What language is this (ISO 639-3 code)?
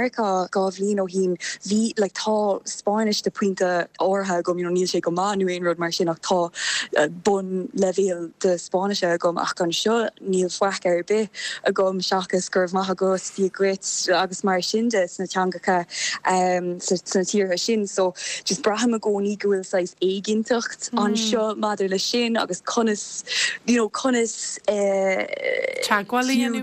gle